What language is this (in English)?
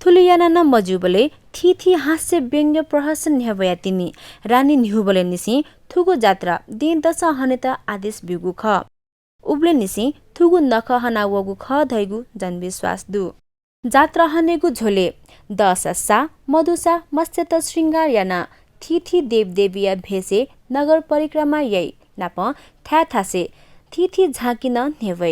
Newari